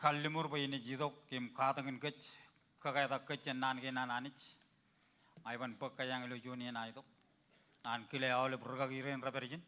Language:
Marshallese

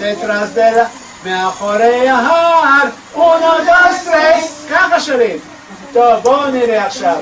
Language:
Ladino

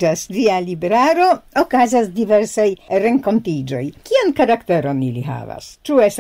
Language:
Esperanto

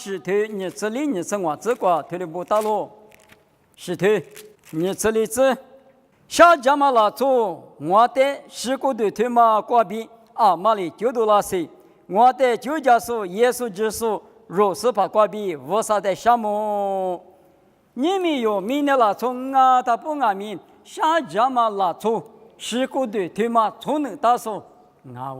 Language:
Lisu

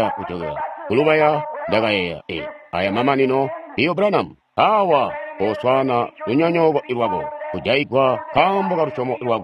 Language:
Tonga (Zambia)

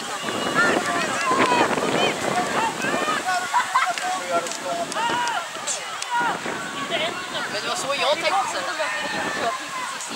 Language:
Swedish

